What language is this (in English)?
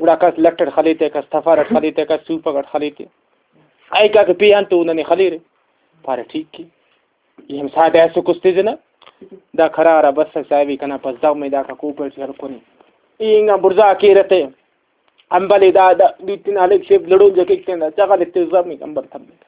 Brahui